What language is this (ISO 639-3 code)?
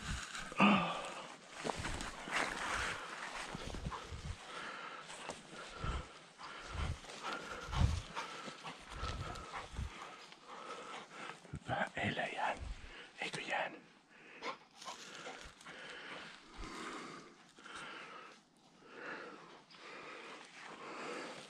fin